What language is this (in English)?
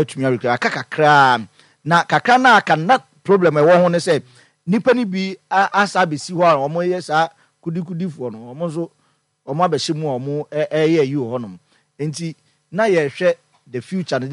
Akan